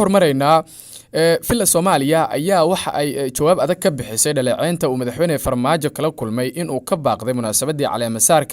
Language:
Somali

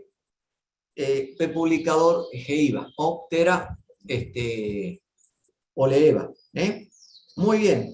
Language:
Guarani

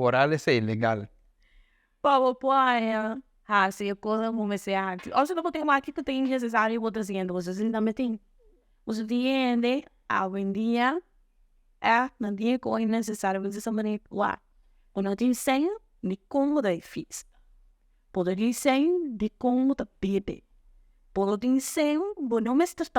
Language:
Papiamento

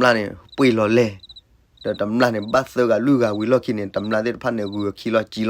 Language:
S'gaw Karen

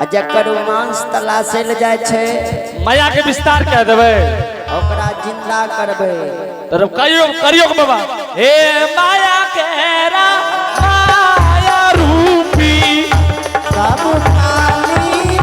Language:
Angika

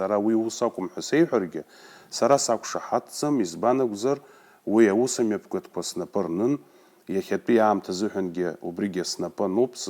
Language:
Abkhazian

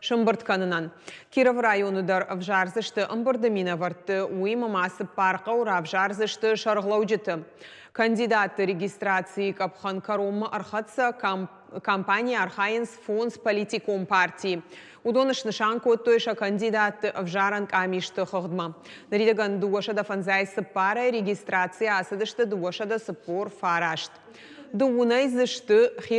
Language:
Ossetic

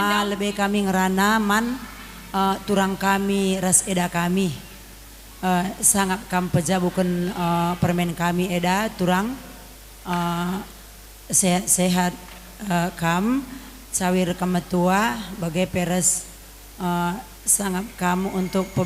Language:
Batak Karo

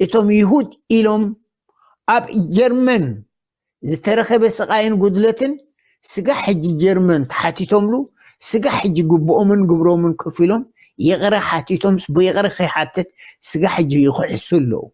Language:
Tigrinya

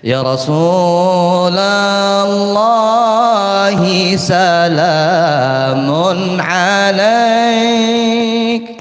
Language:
Banjar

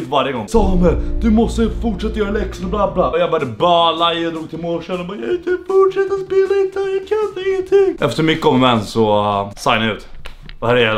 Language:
Swedish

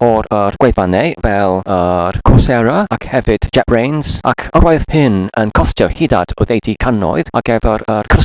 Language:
Welsh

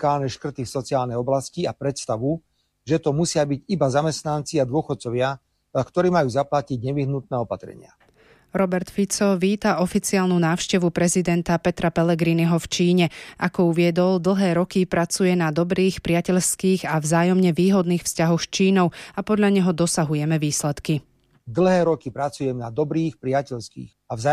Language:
Slovak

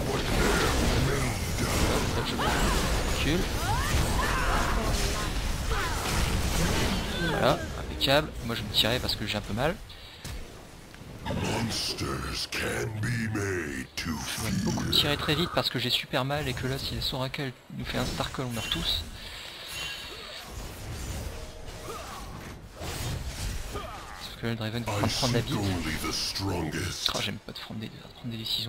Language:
French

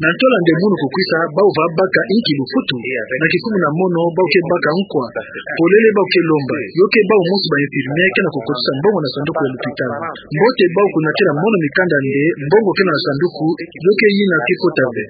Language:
Kituba (Democratic Republic of Congo)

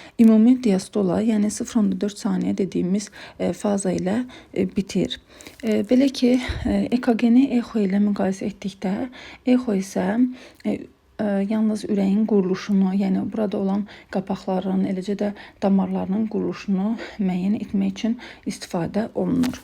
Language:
Azerbaijani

